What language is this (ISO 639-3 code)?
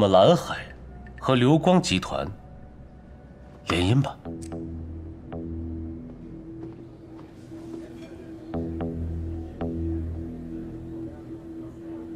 zho